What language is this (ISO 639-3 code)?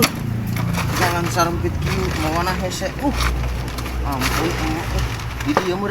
sun